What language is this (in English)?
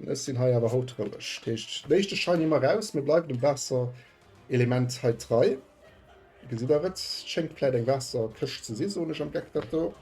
Luxembourgish